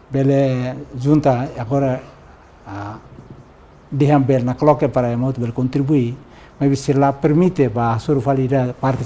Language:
Tetum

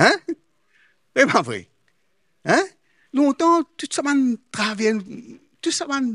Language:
Morisyen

